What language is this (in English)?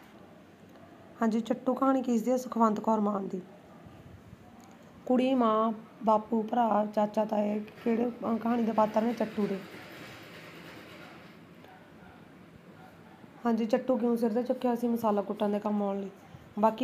Punjabi